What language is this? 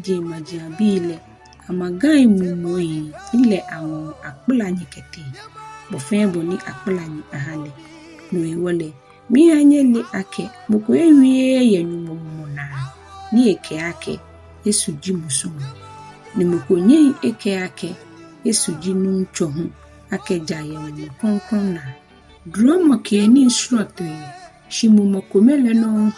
Ga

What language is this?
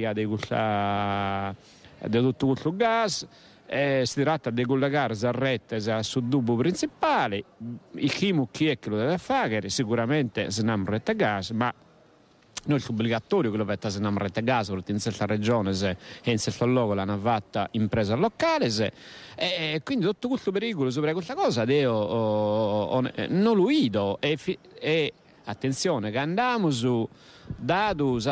Sardinian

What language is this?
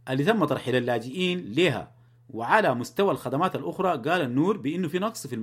Sudanese Arabic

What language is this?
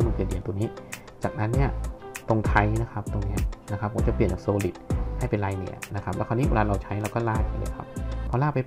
Thai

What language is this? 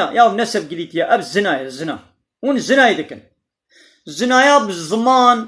Kurdish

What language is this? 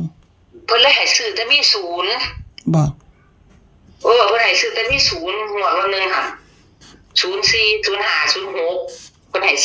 Northeastern Thai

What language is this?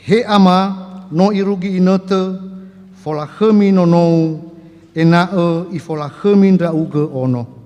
Nias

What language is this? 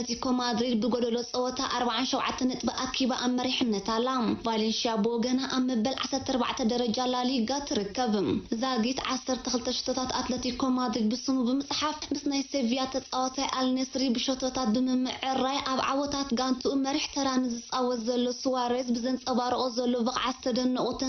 Tigrinya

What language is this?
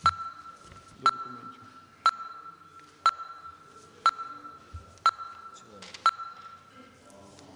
Ukrainian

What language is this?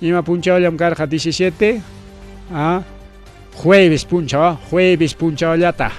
Ayacucho Quechua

